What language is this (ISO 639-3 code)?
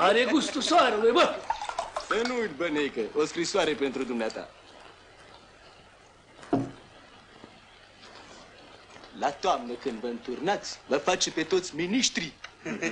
ron